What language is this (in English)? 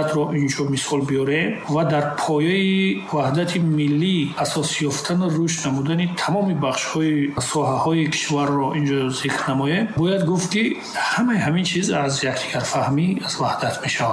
Tajik